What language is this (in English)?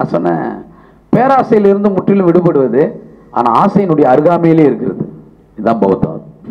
Tamil